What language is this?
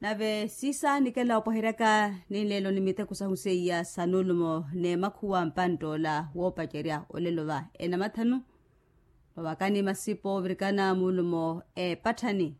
Makhuwa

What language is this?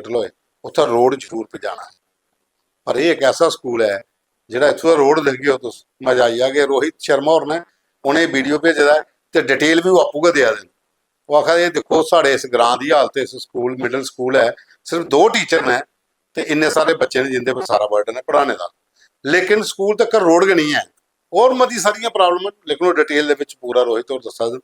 Dogri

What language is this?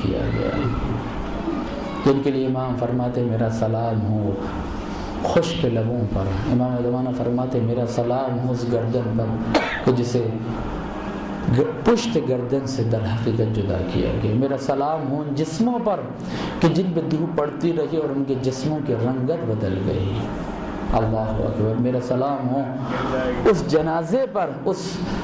Urdu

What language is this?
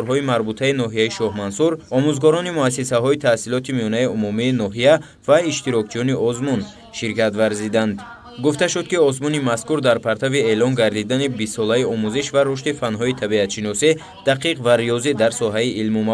Tajik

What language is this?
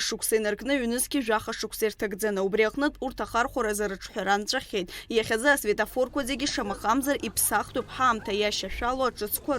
Abkhazian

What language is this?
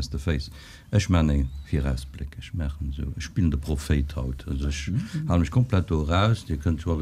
Luxembourgish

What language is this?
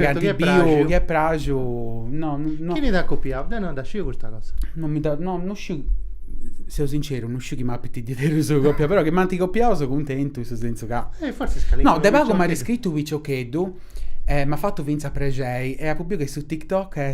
Sardinian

